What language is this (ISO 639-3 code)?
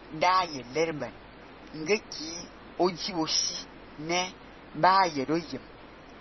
fan